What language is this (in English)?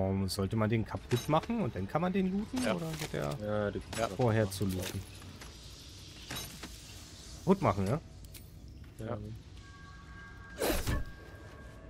German